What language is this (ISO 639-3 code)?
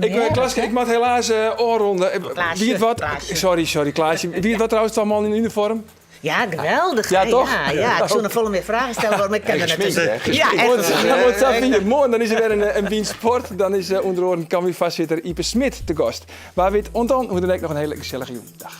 fry